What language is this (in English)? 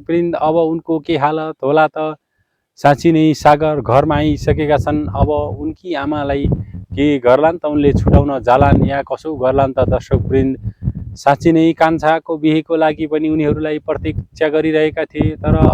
Nepali